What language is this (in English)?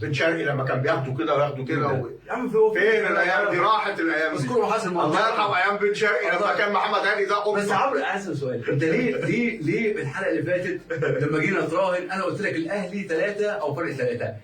Egyptian Arabic